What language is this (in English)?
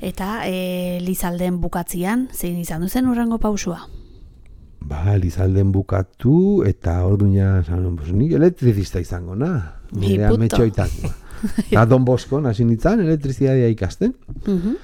Basque